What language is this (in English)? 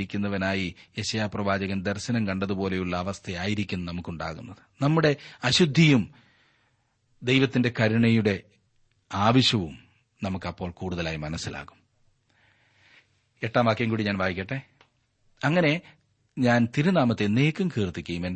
Malayalam